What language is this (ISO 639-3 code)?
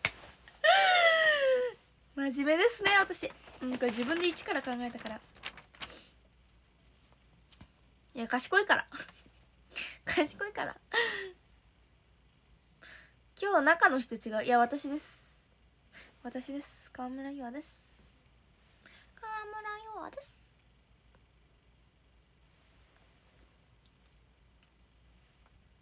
jpn